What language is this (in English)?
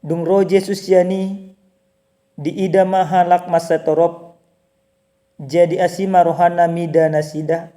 Batak Toba